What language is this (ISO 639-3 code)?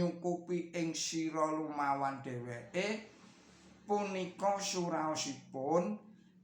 jav